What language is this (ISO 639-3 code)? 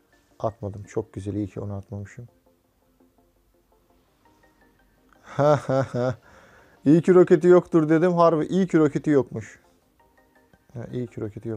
tur